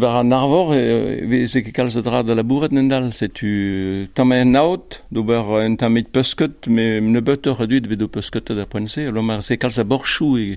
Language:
Breton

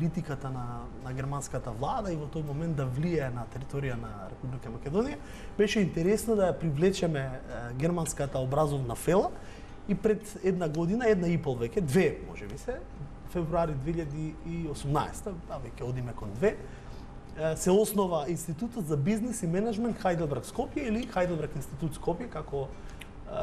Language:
Macedonian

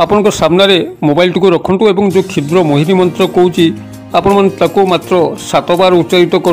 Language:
Odia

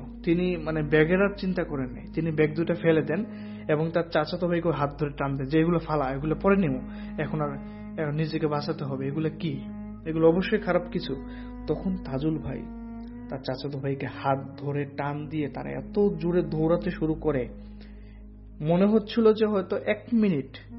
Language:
Bangla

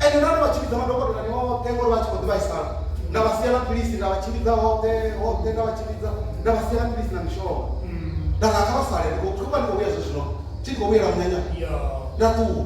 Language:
Venda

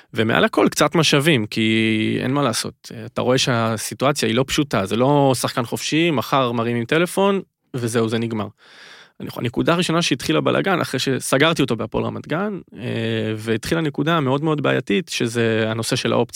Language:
Hebrew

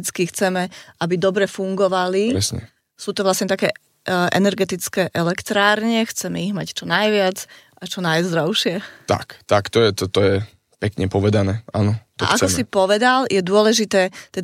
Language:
Slovak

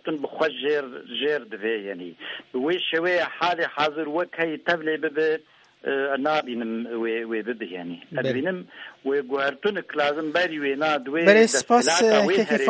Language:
Kurdish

